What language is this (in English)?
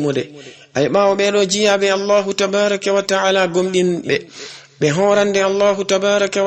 Fula